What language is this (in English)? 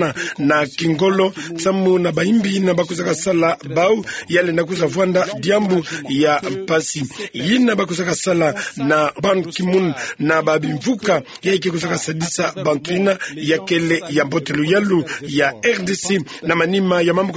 Kituba (Democratic Republic of Congo)